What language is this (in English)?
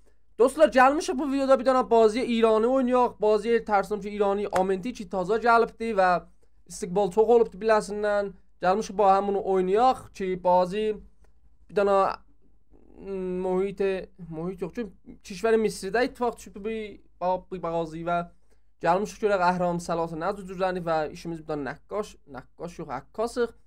South Azerbaijani